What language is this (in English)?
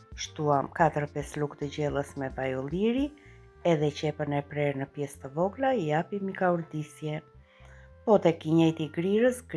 Albanian